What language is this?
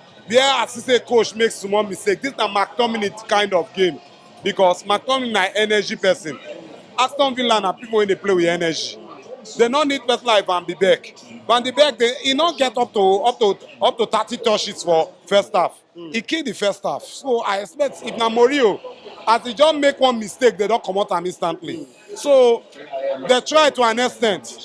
Nigerian Pidgin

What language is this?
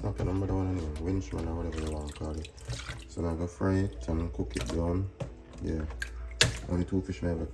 Jamaican Creole English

